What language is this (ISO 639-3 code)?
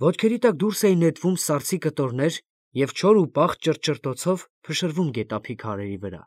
hye